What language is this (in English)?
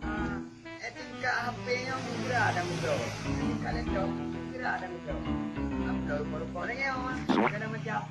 Achinese